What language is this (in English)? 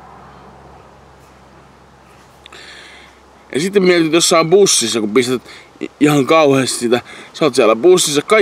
Finnish